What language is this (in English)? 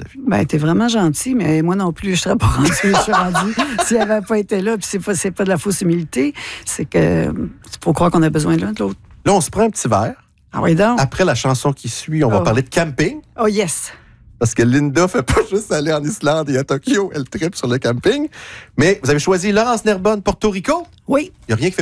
French